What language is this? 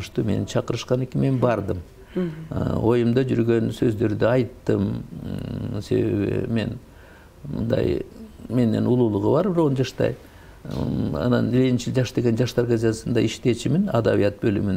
Kyrgyz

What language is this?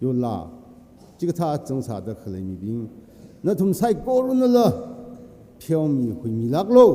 Tangkhul Naga (India)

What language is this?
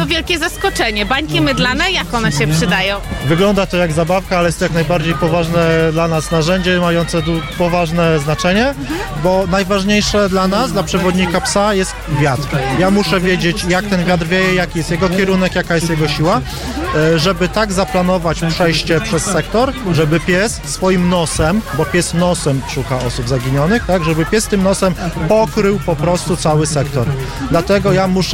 Polish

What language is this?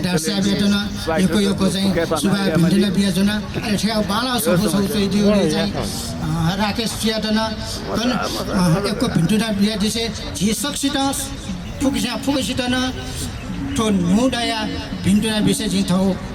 Newari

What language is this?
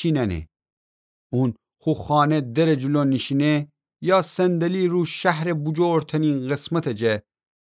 Gilaki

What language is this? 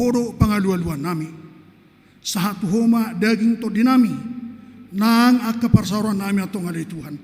Batak Toba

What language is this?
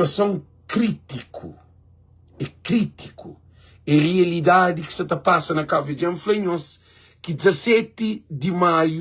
Kabuverdianu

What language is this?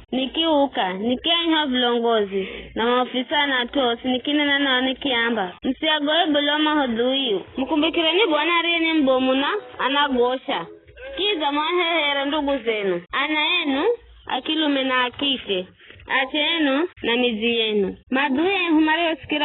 Giryama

